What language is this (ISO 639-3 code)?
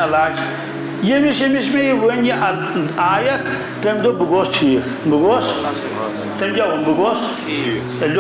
kas